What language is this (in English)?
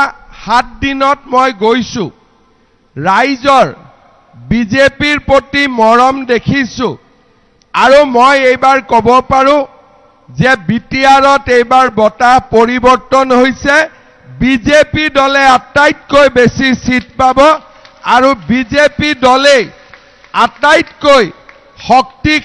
Assamese